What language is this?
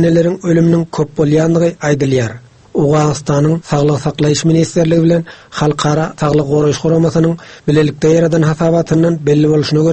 Turkmen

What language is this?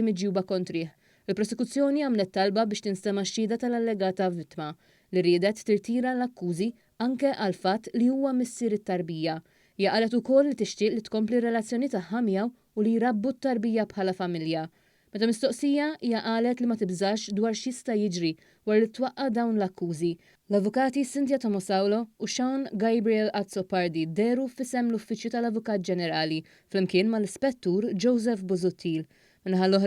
Maltese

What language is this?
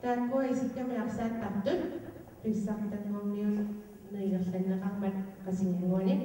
Kalaallisut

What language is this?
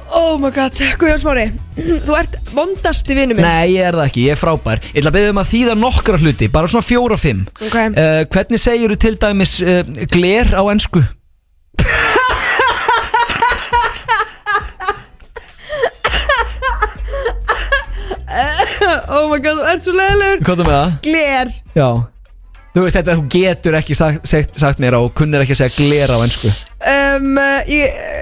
Icelandic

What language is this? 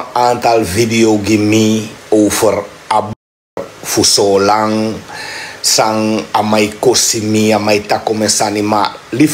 Sranan Tongo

